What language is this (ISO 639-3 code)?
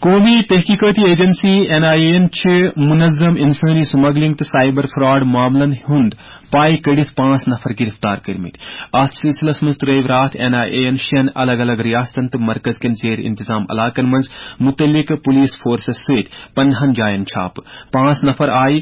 kas